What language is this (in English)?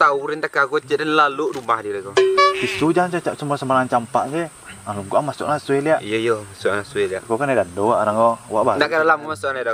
Minangkabau